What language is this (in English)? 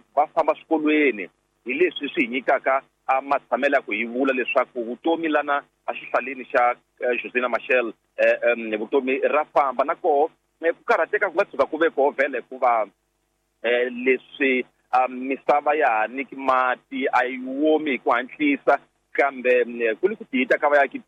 Tsonga